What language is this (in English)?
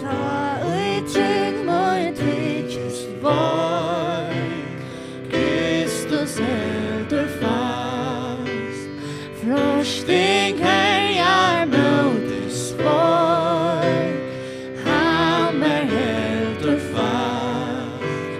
Faroese